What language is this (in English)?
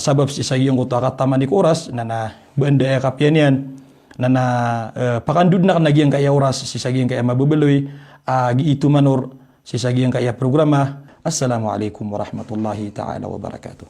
Maranao